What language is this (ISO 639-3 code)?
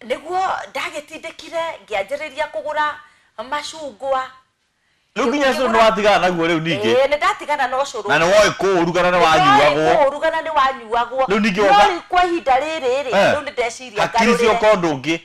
kik